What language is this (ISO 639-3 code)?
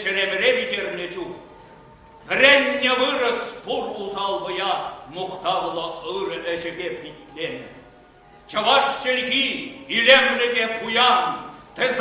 chv